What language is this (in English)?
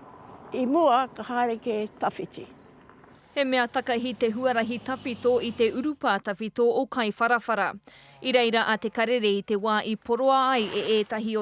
Māori